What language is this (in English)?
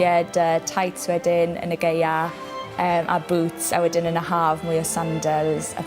Welsh